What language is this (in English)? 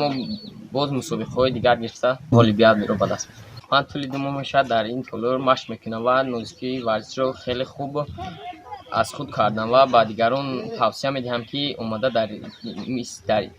Tajik